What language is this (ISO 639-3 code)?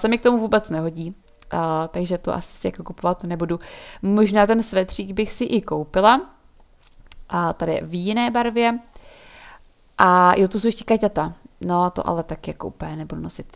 ces